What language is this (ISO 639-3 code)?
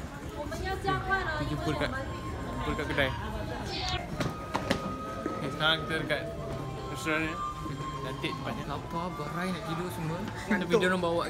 msa